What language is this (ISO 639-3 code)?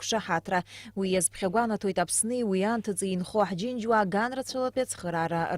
abk